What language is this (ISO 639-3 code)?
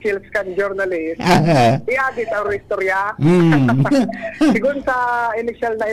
bik